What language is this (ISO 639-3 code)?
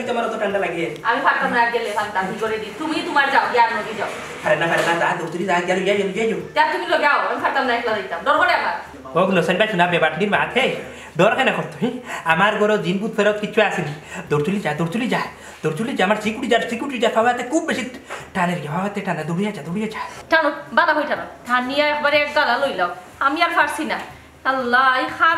syl